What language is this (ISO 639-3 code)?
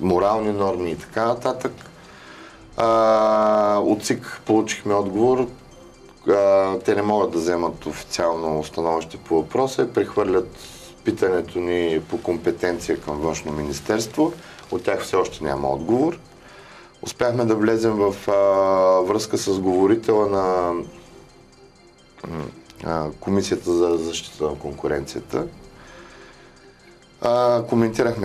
bul